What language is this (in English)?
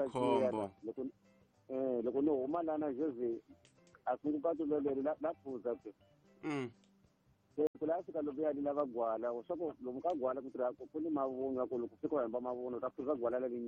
Tsonga